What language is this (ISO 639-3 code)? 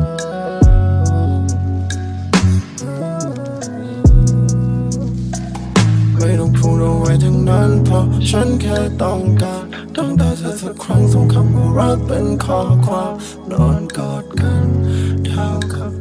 tha